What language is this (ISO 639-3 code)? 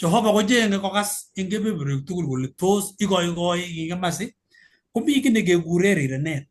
kln